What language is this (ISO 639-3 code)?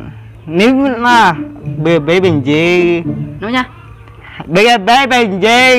bjn